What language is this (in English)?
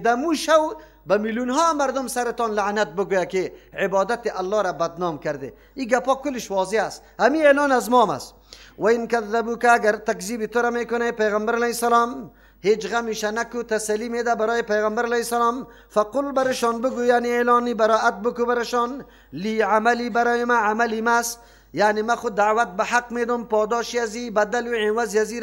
Persian